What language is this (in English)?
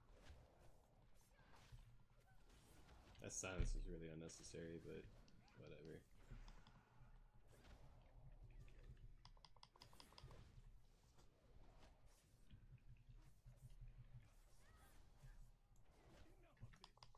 English